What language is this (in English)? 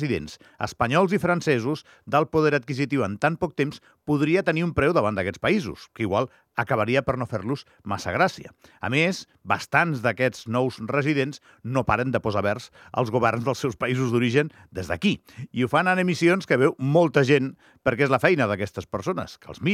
Catalan